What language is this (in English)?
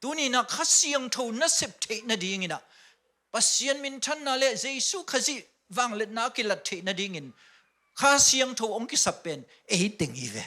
Tedim Chin